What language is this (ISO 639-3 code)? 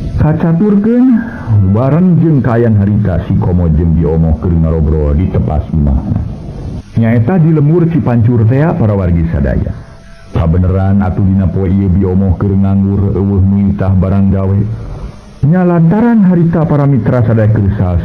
sun